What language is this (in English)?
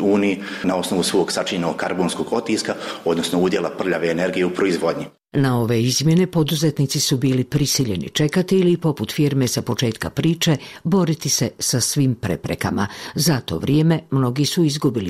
Bosnian